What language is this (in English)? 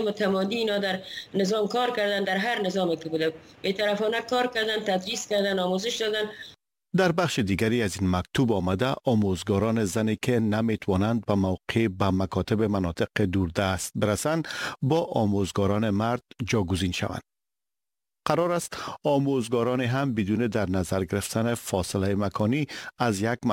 Persian